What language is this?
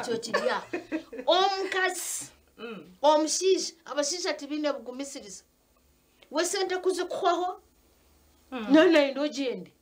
Nyankole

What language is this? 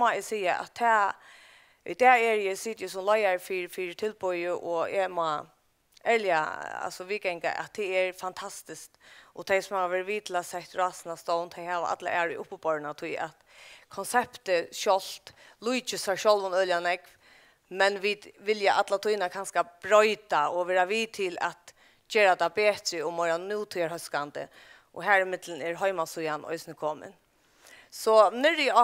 Faroese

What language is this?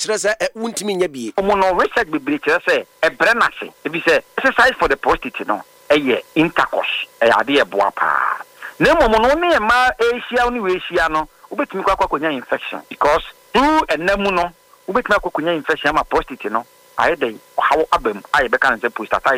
Akan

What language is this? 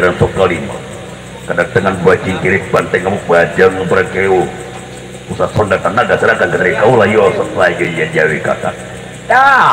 Betawi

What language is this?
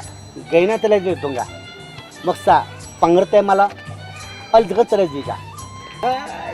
Newari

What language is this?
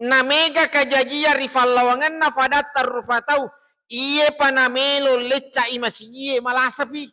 Buginese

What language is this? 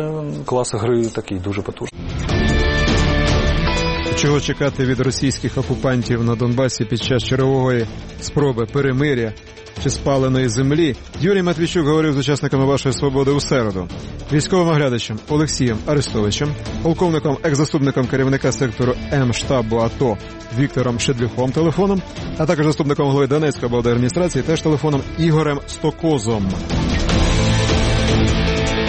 Ukrainian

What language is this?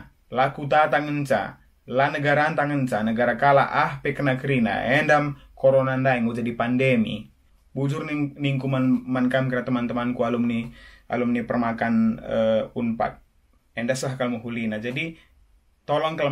Batak Karo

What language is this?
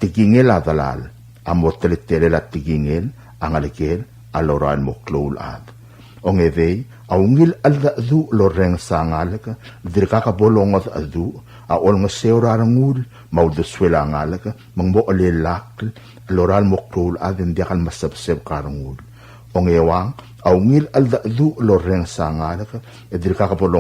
Palauan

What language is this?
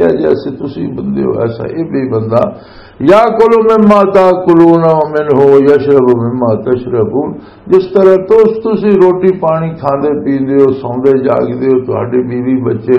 Western Panjabi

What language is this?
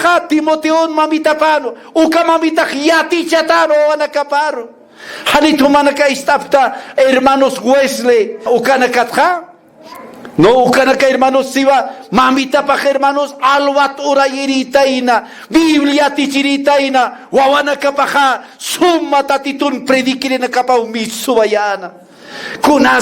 Aymara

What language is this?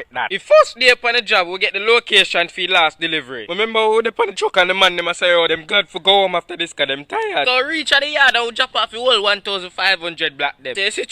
Jamaican Creole English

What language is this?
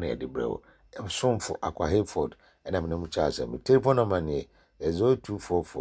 Akan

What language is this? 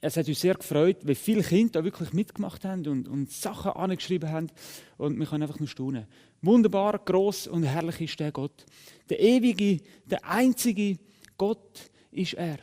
Swiss German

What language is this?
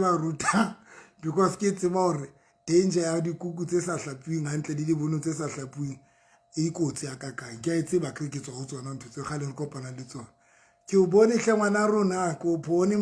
Southern Sotho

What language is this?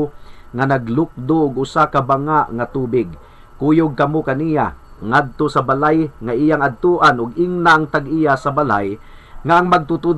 Cebuano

